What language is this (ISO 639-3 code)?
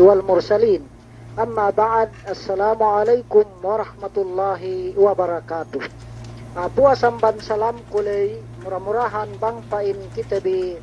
yka